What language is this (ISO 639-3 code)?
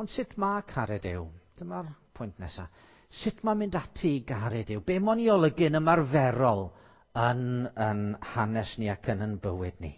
cym